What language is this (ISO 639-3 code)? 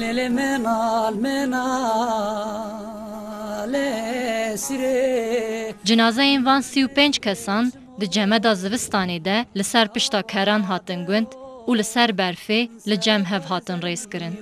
kur